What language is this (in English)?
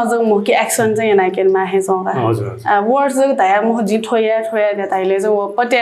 Newari